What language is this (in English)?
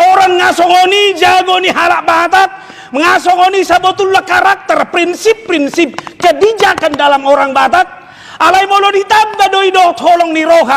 Batak Toba